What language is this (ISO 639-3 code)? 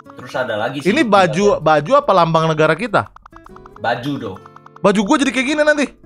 ind